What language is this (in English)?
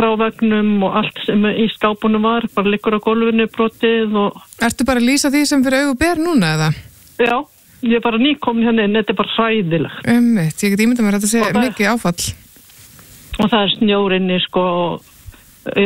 Icelandic